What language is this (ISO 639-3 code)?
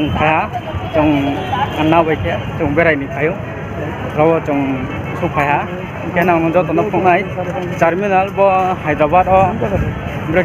ria